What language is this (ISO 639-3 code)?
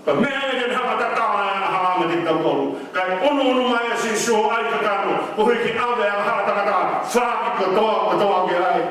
ton